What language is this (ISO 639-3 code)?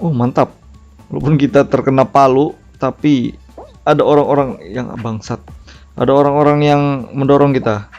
bjn